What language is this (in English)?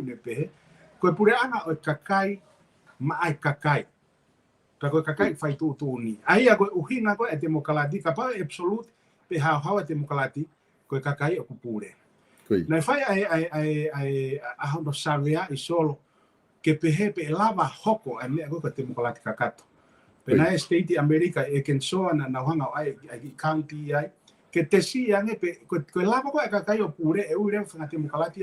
Tongan